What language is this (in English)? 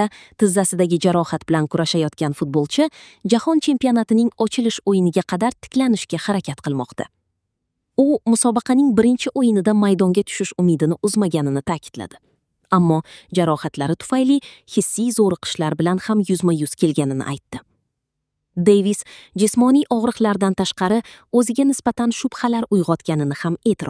Uzbek